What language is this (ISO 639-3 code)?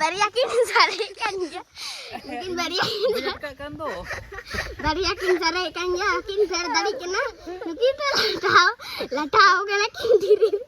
sat